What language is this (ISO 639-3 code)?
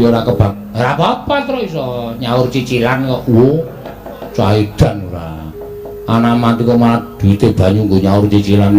jav